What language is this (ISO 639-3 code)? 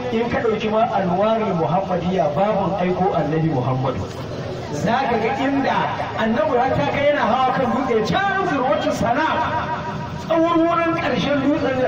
hau